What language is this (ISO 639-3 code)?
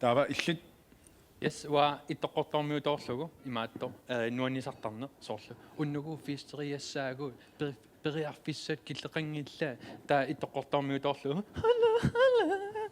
kal